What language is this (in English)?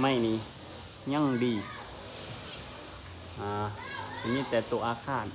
Lao